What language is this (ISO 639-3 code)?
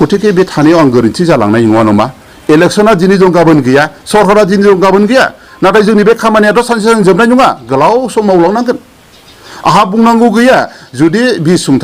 brx